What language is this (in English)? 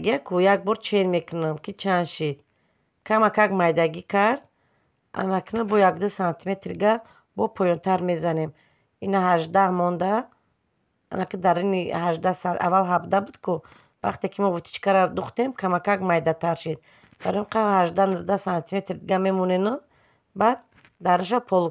Tajik